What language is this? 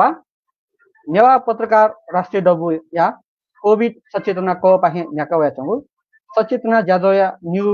Newari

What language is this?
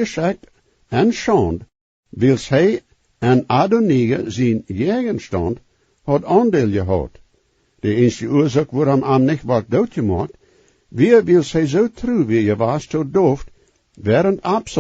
Plautdietsch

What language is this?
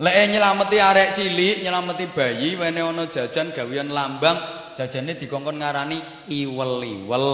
Javanese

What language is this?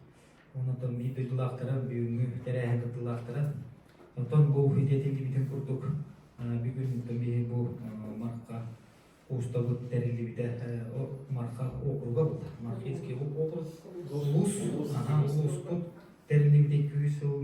Yakut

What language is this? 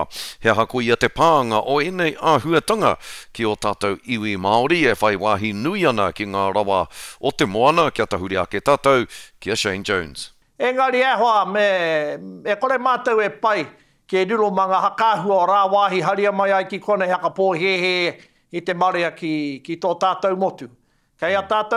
Māori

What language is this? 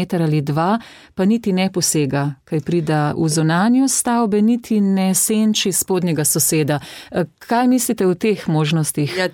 Slovenian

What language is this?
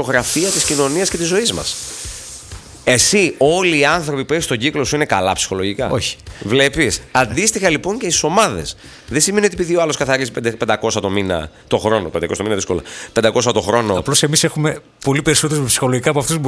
Greek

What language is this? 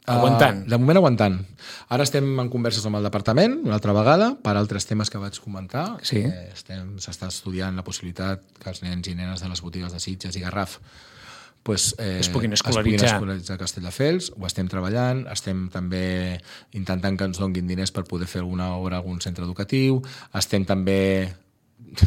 Catalan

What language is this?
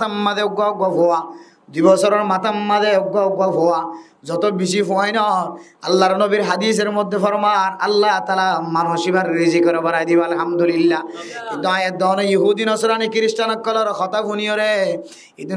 Rohingya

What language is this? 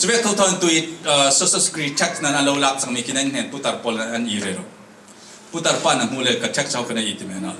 Falam Chin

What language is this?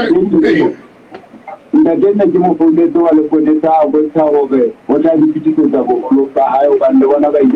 Southern Sotho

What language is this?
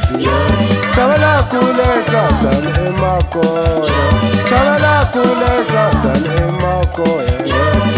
Tsonga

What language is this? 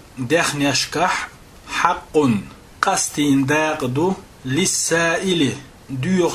Chechen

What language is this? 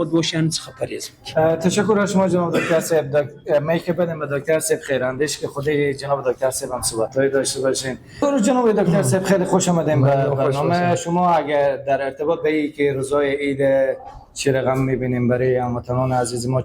Persian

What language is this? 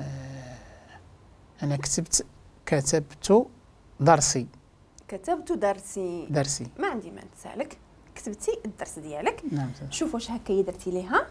Moroccan Arabic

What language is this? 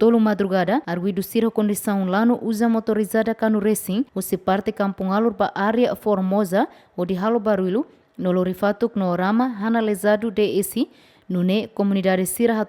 Tetum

